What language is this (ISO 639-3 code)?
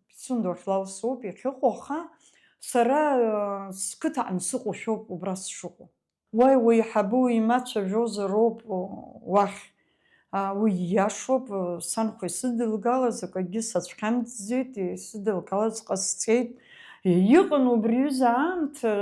abk